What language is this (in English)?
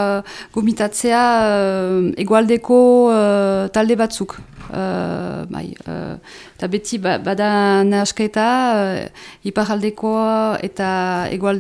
Basque